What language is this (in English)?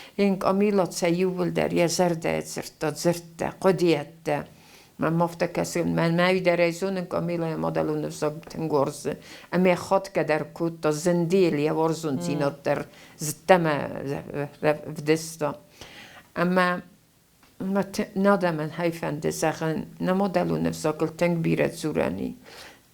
Ossetic